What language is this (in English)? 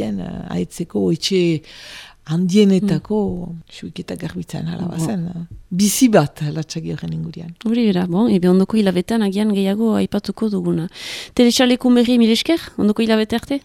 Basque